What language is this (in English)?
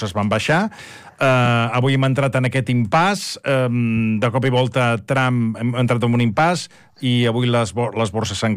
Catalan